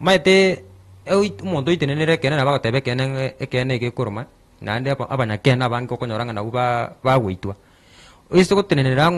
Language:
Gusii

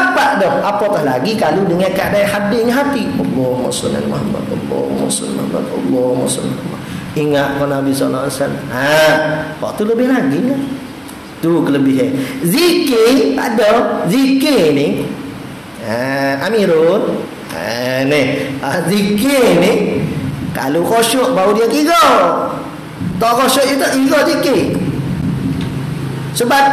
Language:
Malay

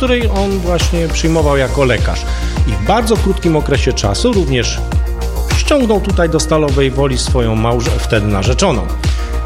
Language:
Polish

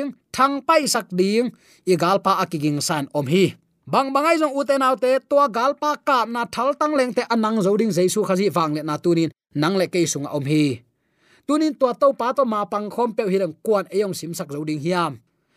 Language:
Tedim Chin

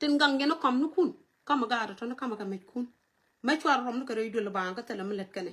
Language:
Nuer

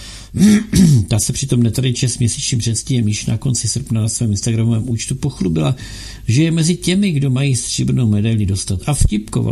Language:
Czech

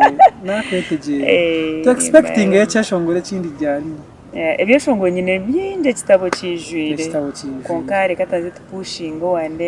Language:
Nyankole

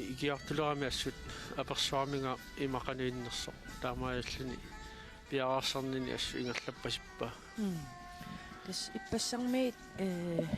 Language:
Kalaallisut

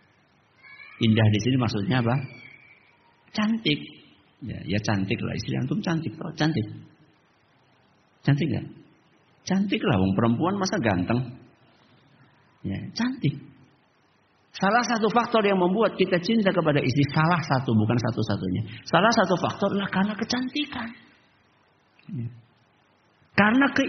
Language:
Indonesian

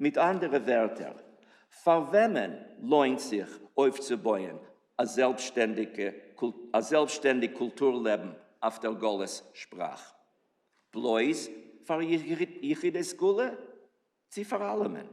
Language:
Yiddish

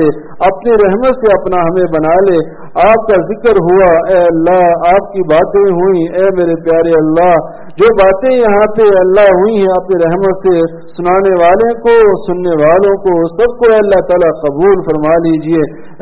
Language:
Urdu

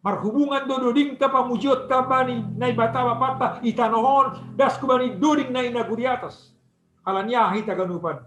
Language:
Batak Simalungun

